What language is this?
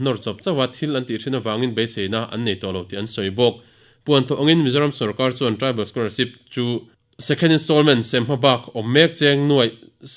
Mizo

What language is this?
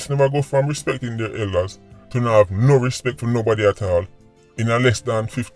Jamaican Creole English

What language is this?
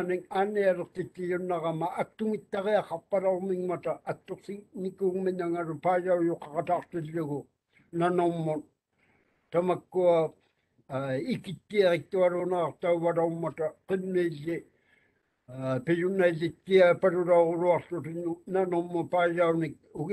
Māori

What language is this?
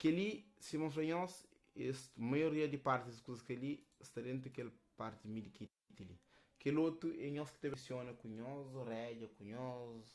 Kabuverdianu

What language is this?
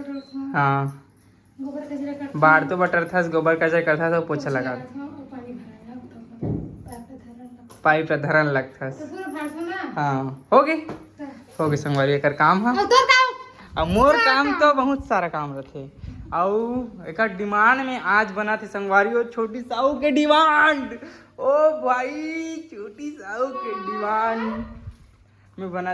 Chhattisgarhi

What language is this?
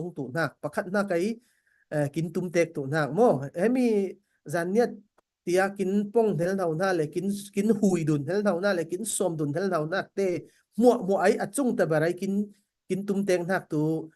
Falam Chin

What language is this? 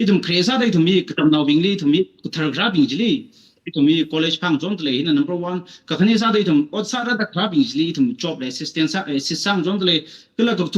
Tangkhul Naga (India)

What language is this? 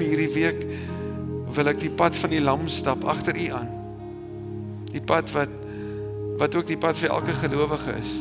Afrikaans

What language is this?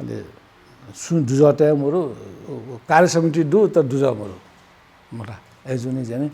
Newari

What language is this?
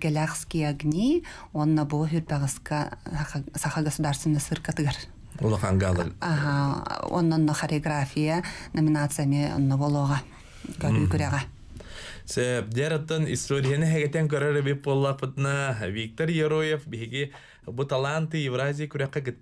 Yakut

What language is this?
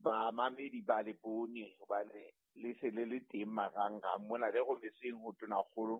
Southern Sotho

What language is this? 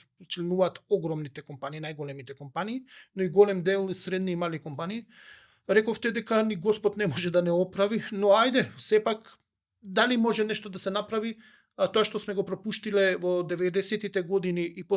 Macedonian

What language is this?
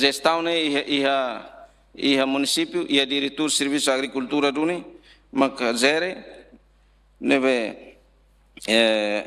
Tetum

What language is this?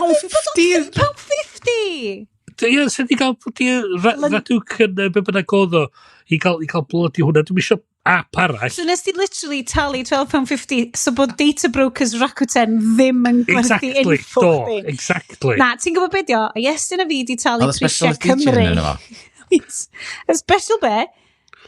Welsh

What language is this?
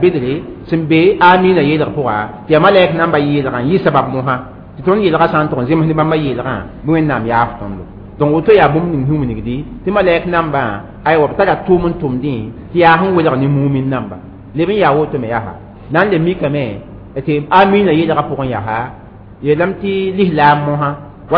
Mossi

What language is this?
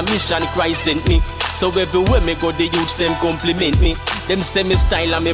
Jamaican Creole English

